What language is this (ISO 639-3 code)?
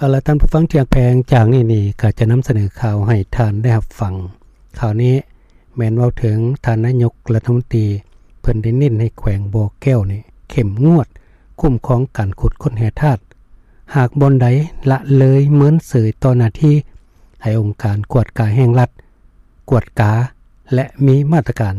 lao